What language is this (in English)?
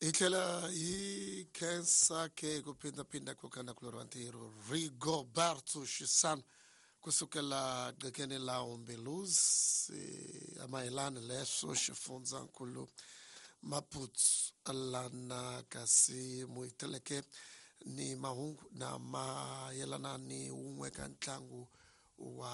Tsonga